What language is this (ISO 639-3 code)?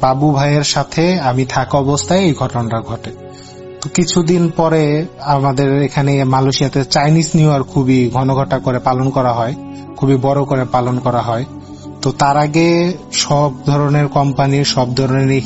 ben